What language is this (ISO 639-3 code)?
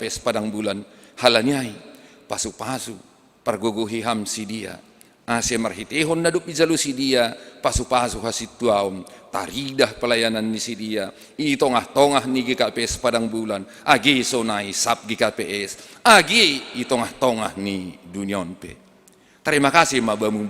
bts